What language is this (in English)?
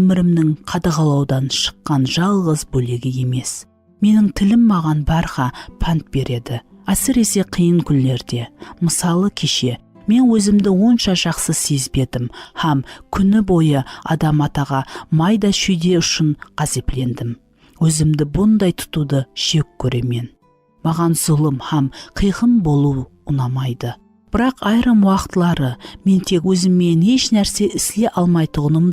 Kara-Kalpak